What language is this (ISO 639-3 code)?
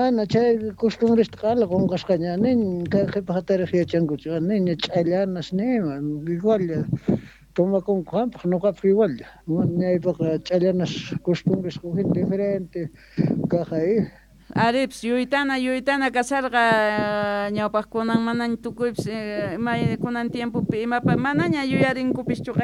que